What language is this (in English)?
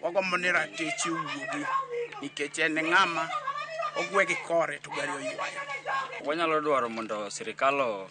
Luo (Kenya and Tanzania)